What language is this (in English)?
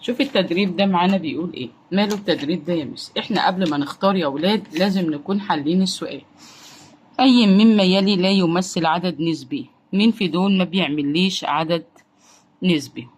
Egyptian Arabic